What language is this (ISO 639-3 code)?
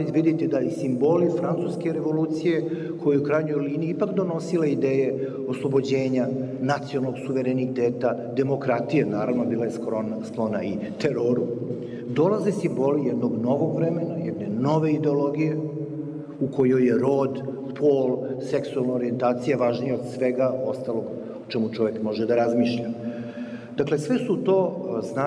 srp